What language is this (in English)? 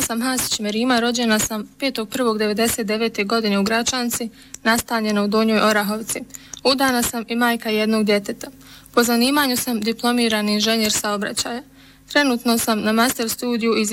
Bosnian